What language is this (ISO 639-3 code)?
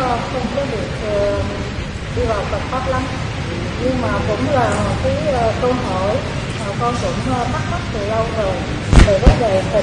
vie